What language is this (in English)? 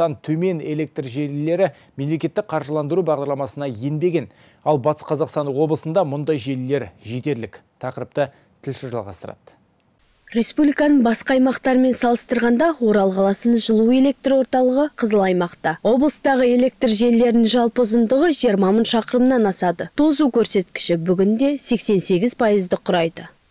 Kazakh